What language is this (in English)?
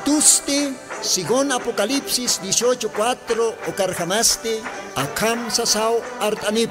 Aymara